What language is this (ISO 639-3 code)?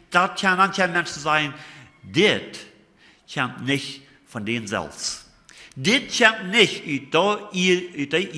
pdt